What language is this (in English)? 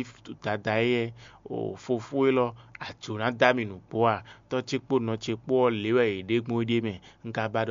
Fon